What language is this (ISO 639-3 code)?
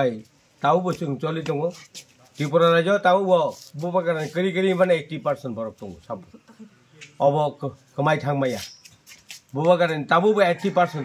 trp